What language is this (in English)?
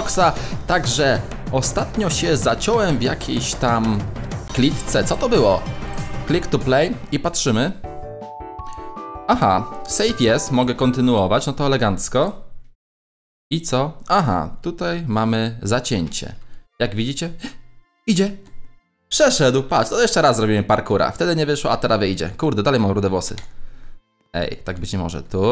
Polish